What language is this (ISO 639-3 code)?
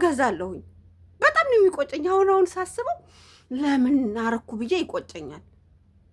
amh